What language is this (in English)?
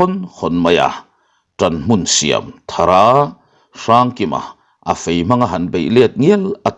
Mizo